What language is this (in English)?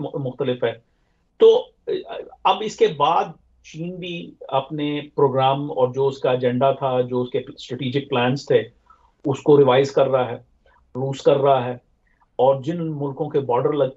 Urdu